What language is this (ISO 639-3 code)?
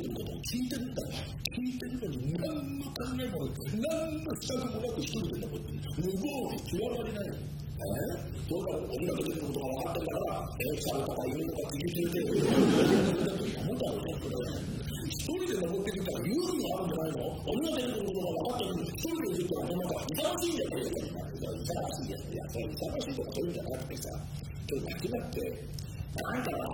jpn